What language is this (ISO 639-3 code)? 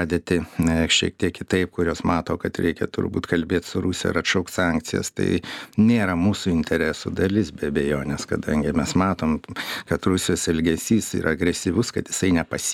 lit